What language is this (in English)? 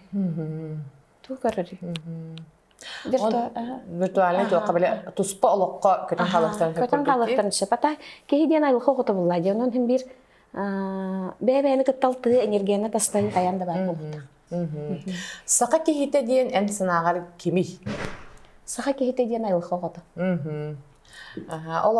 Yakut